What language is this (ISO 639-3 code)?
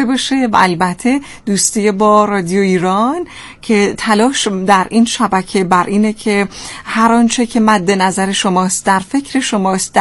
fas